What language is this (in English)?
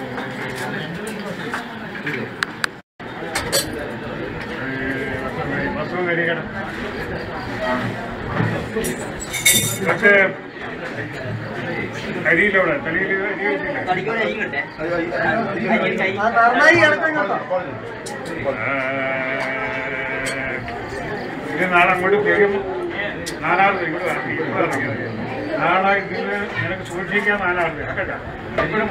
Malayalam